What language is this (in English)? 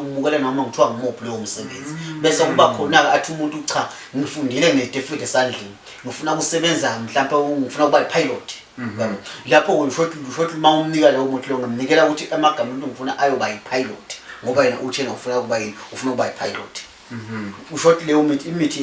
Zulu